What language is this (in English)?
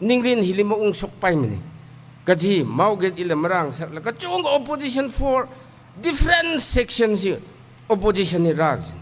Tangkhul Naga (India)